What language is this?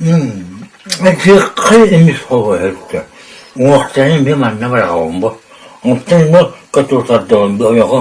Yakut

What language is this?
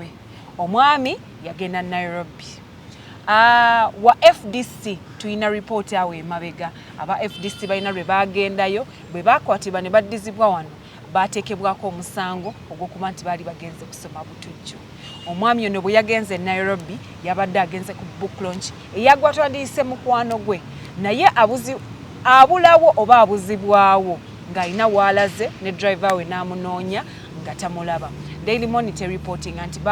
Ganda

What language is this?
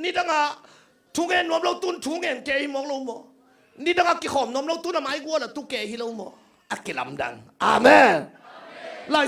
Tedim Chin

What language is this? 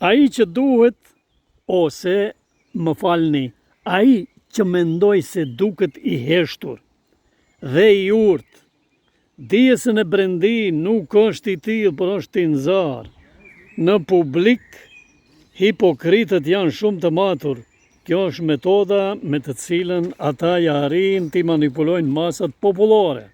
Albanian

